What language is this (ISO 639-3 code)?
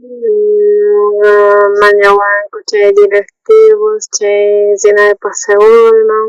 quh